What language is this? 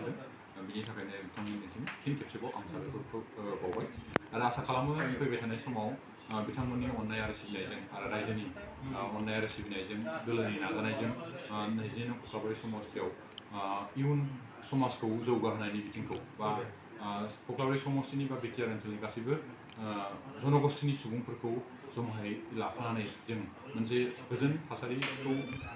Bodo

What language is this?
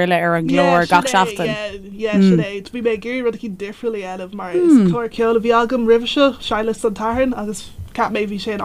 Irish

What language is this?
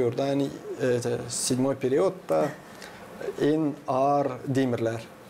Gagauz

